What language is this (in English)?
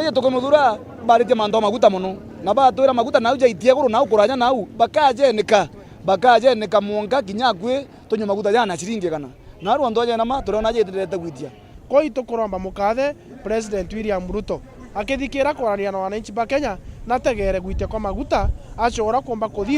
Meru